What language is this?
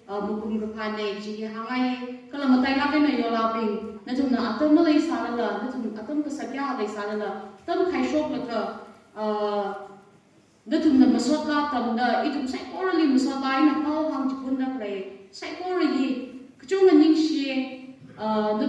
Tangkhul Naga (India)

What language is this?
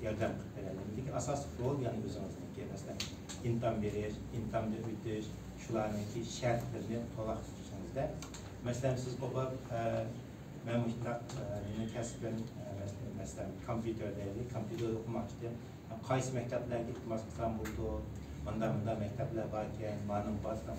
Uyghur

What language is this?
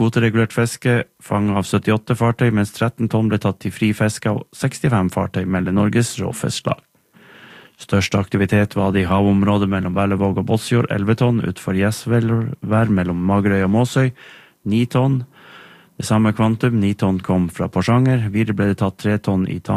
Norwegian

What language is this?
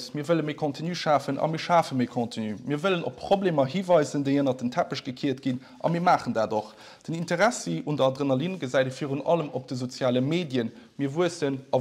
Luxembourgish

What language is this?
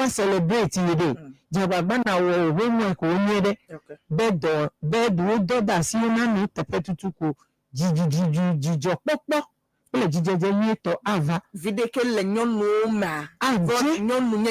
Ewe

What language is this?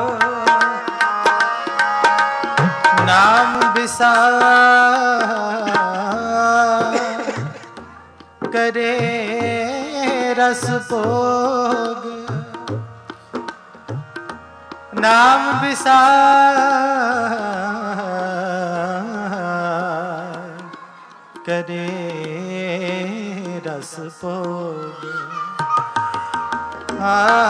Punjabi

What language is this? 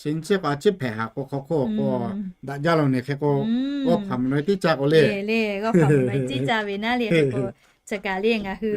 Lahu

